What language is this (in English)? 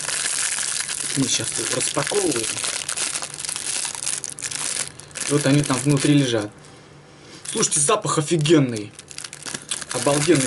Russian